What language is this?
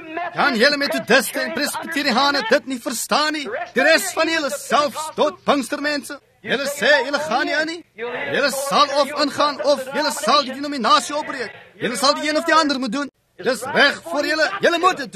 Afrikaans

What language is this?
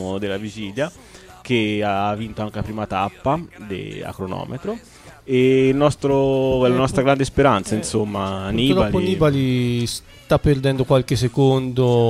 Italian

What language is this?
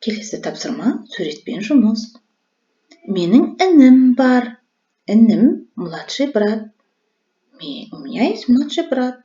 Kazakh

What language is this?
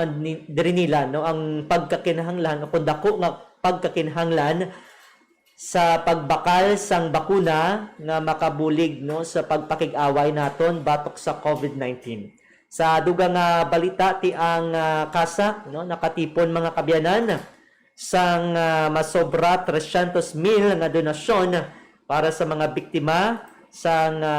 Hiligaynon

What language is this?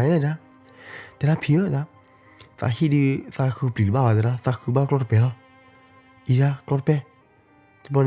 S'gaw Karen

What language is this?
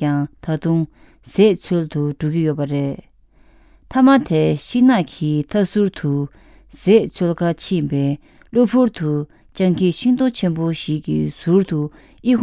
Tibetan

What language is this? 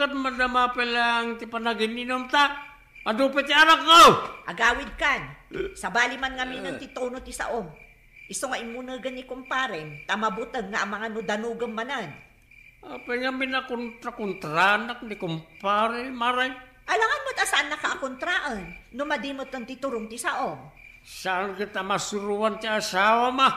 Iloko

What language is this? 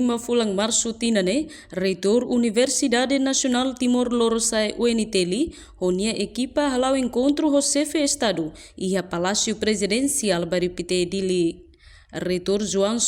Tetum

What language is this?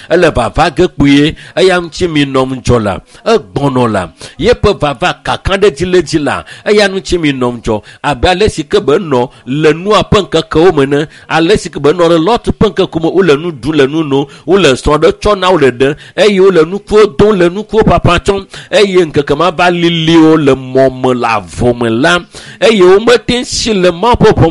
Ewe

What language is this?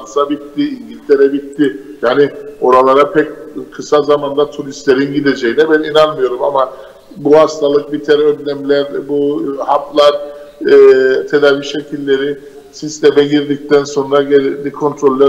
Turkish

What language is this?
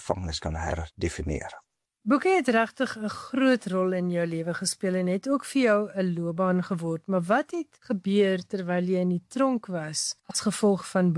Afrikaans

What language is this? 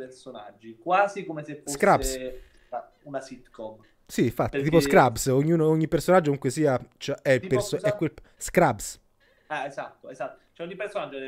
Italian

